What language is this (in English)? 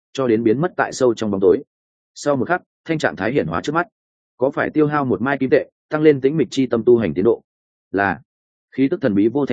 Vietnamese